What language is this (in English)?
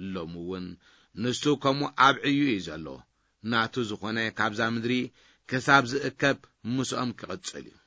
Tigrinya